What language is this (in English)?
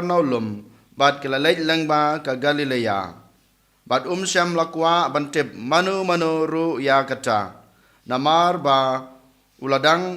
Khasi